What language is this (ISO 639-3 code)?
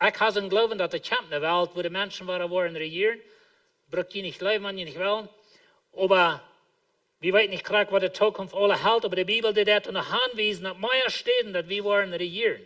pdt